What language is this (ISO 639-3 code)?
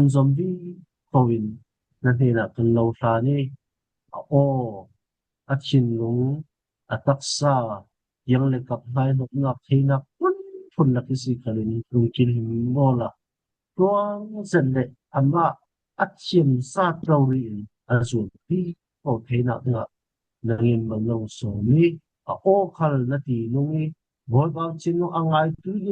cfm